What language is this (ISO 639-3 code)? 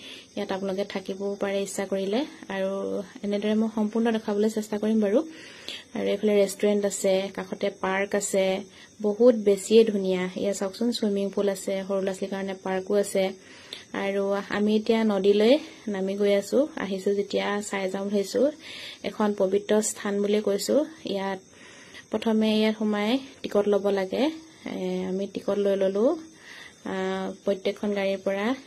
asm